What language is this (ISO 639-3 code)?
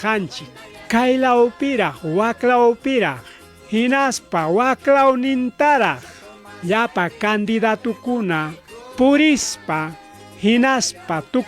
quy